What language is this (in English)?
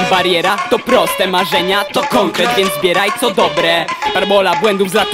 Polish